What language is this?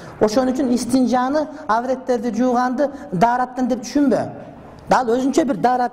Kyrgyz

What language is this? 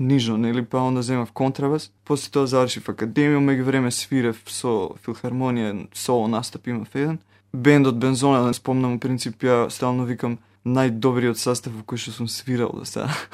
Macedonian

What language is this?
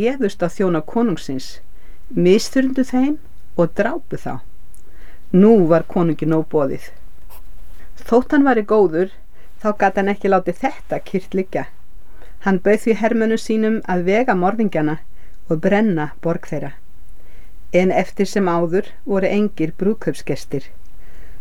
Icelandic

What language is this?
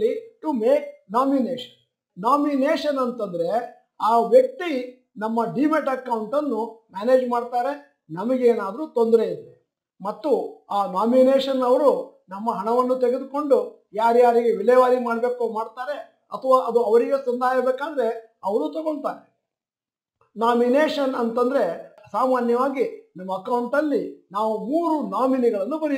Kannada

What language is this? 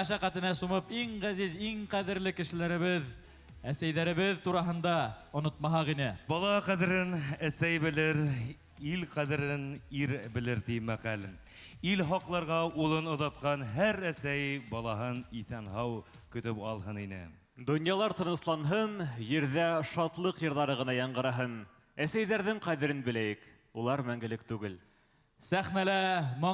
Bashkir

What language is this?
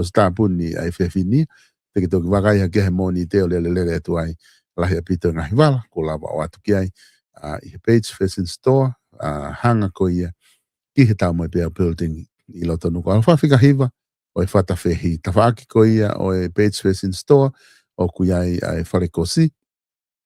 Tongan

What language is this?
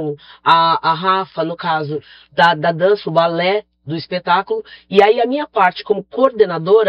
Portuguese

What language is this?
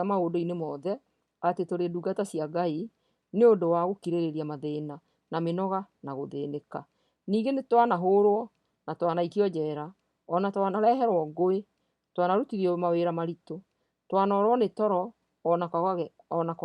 Kikuyu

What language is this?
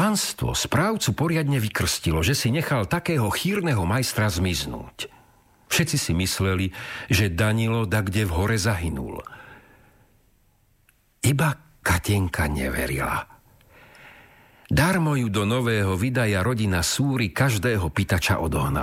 Slovak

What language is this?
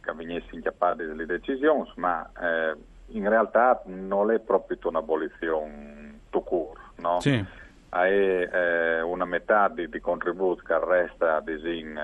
Friulian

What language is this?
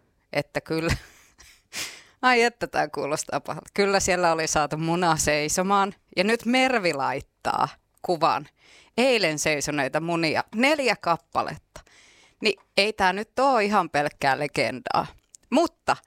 Finnish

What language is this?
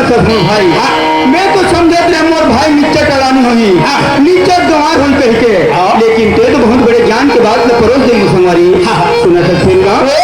Chhattisgarhi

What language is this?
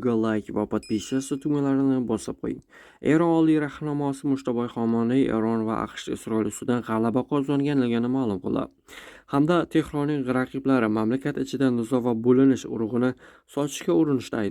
Uzbek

